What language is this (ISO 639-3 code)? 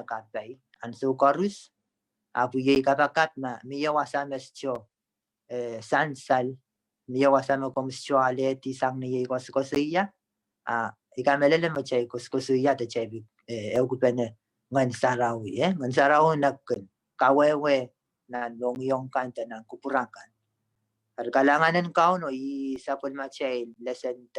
pon